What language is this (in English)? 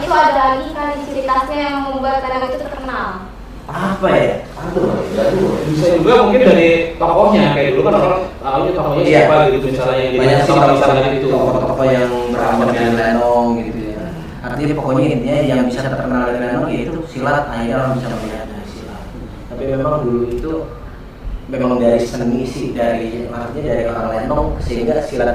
Betawi